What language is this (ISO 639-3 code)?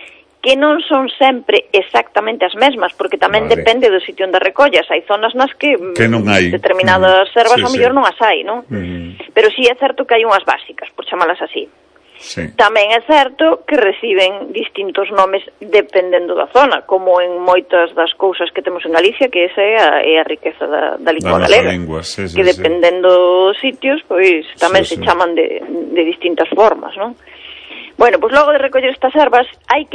glg